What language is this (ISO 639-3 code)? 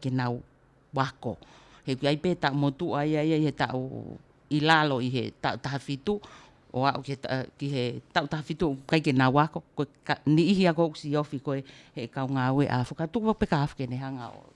ton